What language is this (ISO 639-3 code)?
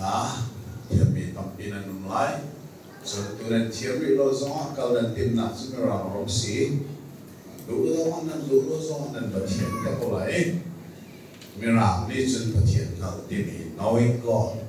cnh